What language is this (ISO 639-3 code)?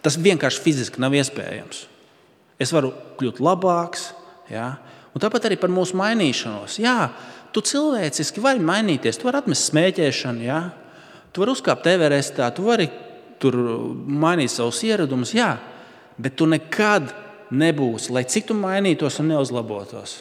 lav